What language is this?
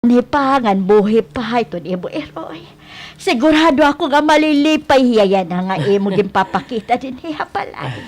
Waray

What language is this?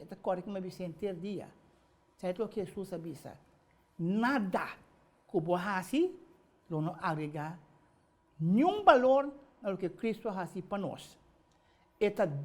Papiamento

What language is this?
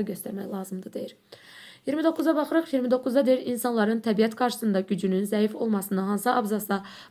Azerbaijani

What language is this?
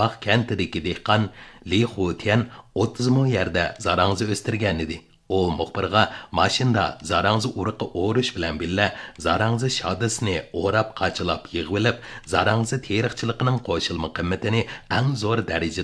Uyghur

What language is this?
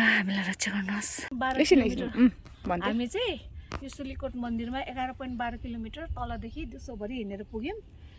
Nepali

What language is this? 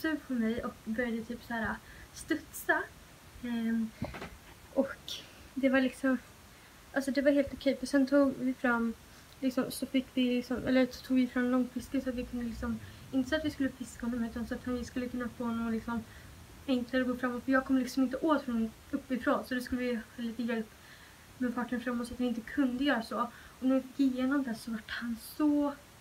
Swedish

